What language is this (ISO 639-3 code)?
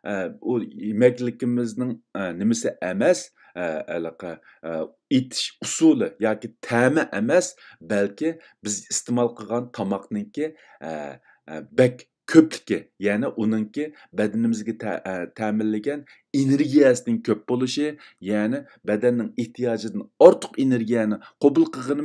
uig